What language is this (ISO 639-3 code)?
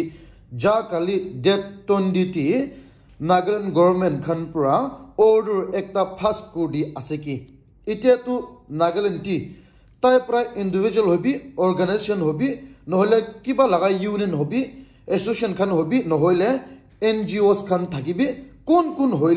nag